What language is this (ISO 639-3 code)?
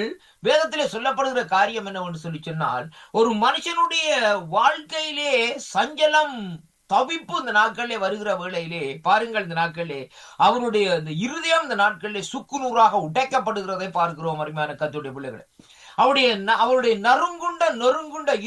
tam